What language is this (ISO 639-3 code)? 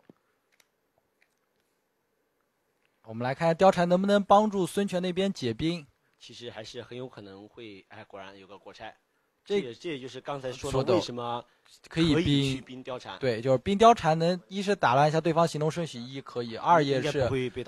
zho